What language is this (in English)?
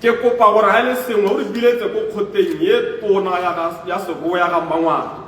Tswana